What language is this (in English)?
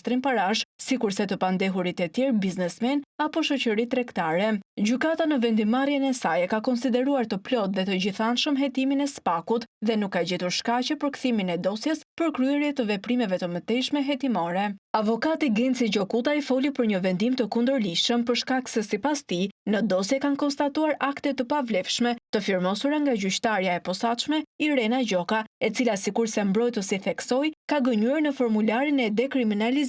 Albanian